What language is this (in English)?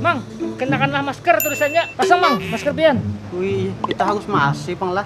Banjar